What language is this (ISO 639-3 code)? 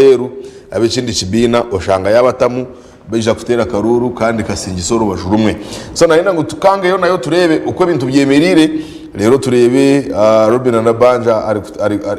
nyn